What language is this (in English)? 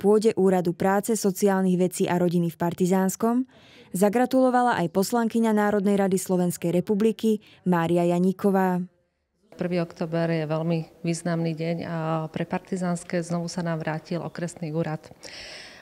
Slovak